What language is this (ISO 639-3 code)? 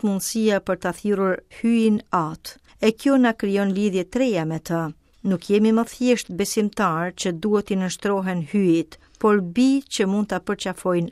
sqi